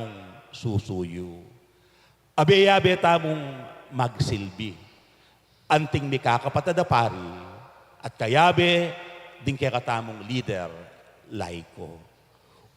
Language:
Pampanga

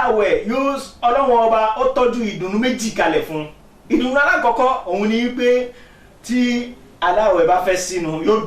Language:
Yoruba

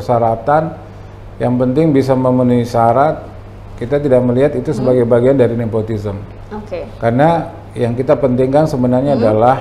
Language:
Indonesian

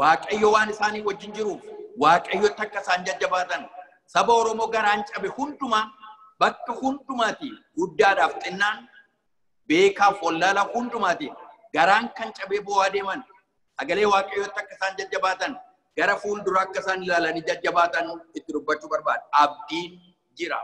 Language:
Oromo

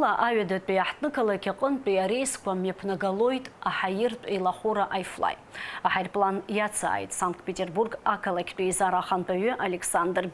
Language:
Abkhazian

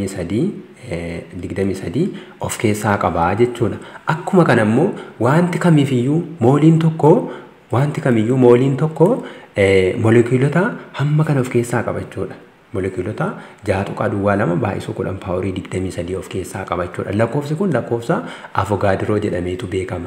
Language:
Oromo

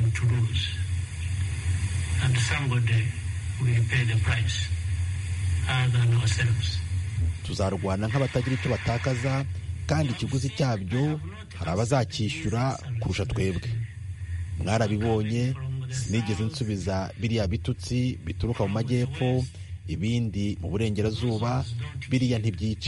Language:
Kinyarwanda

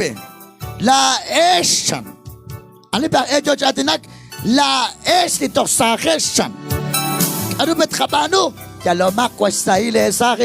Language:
Kekchí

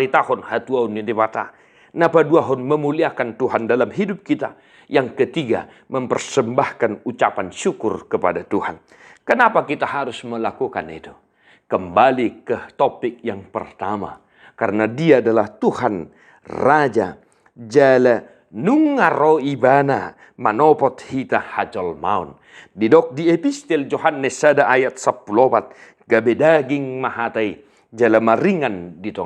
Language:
Batak Toba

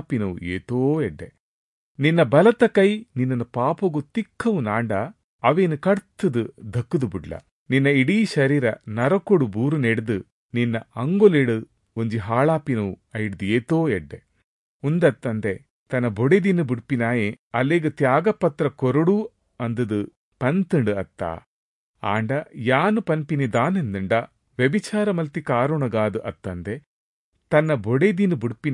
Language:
Tulu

